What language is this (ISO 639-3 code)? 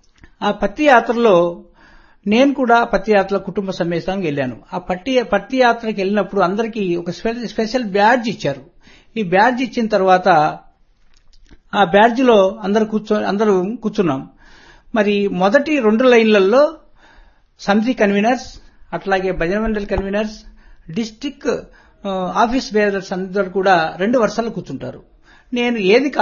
tel